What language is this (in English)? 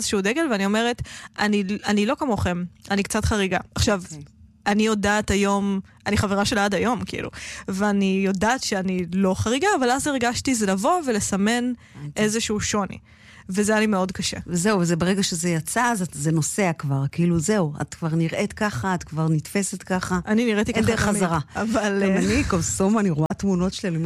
Hebrew